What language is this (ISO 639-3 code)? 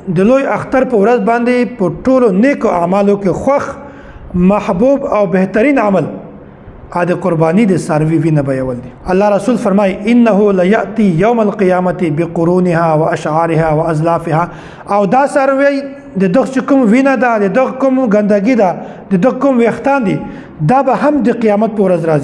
pus